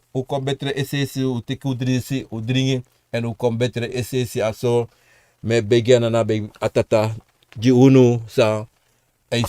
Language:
Sranan Tongo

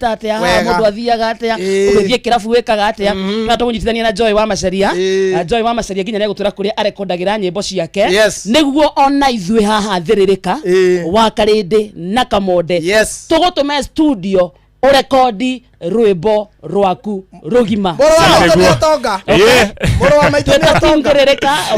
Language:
Kikuyu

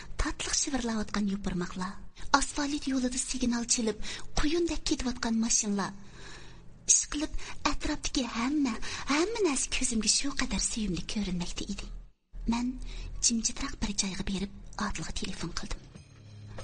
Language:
Uyghur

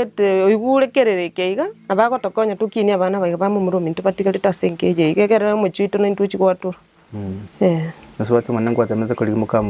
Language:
Gusii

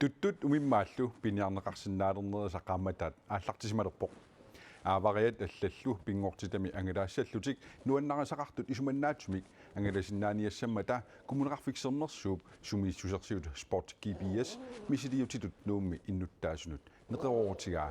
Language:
Kalaallisut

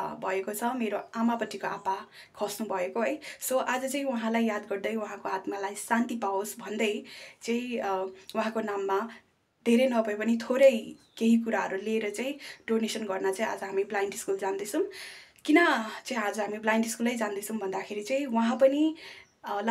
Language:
Nepali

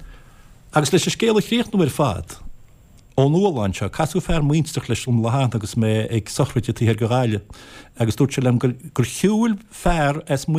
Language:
Irish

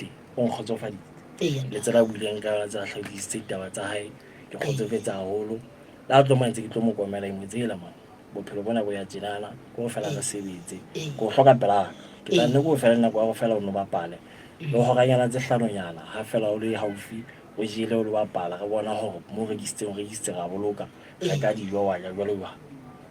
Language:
Southern Sotho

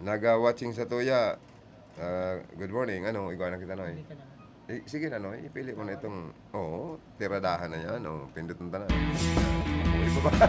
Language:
Bikol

